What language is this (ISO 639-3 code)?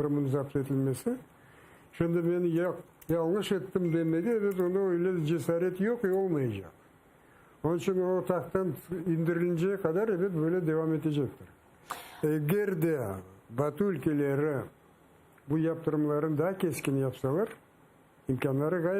crh